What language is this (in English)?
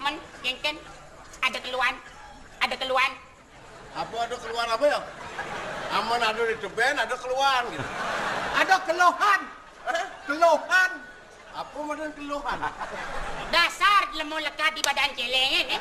Balinese